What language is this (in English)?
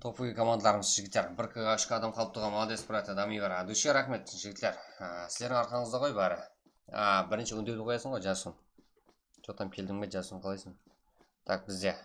Kara-Kalpak